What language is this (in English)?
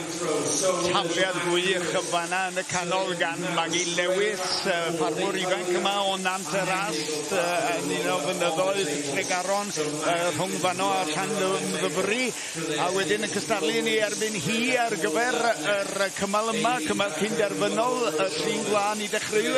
Welsh